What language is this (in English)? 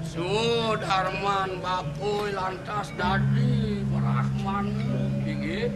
Balinese